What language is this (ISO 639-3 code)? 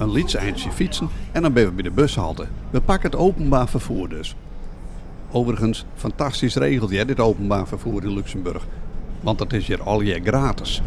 fry